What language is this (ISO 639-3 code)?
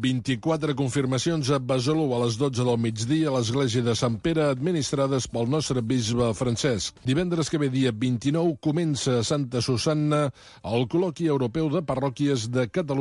cat